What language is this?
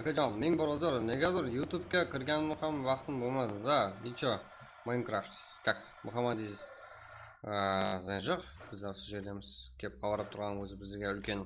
Kara-Kalpak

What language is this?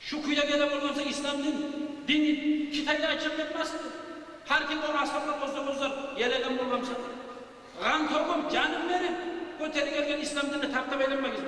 Kumyk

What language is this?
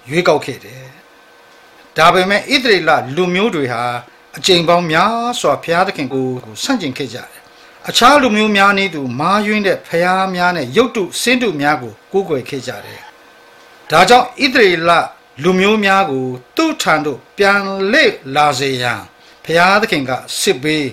Burmese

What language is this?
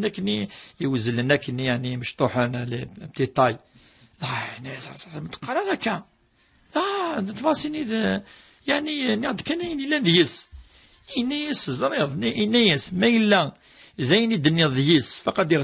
Kabyle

